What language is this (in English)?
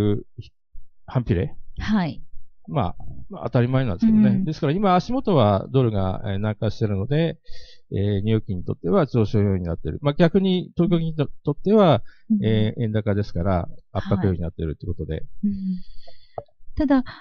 Japanese